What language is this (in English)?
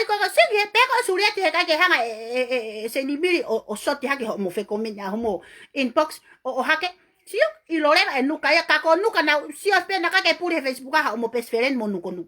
Tongan